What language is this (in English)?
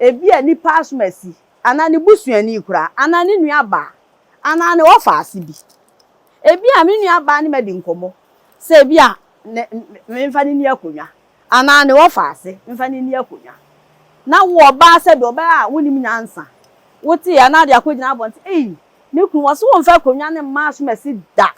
Akan